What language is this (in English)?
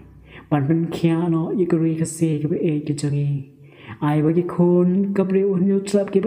Khasi